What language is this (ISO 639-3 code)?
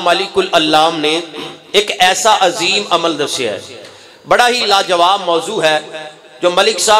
urd